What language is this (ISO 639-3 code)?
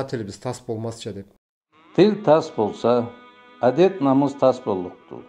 krc